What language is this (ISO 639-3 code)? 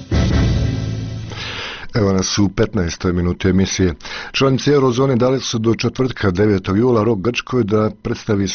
bos